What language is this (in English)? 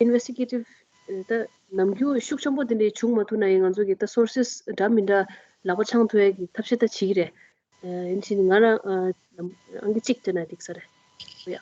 Tibetan